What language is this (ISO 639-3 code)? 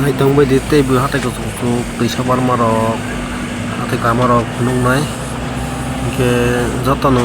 trp